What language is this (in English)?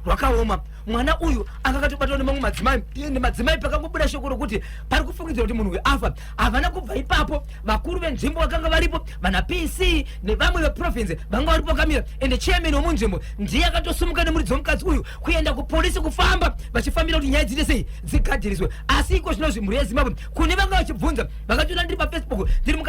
Shona